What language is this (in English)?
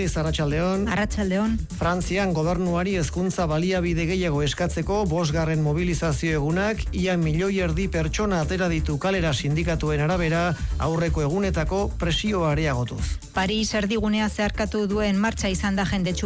Basque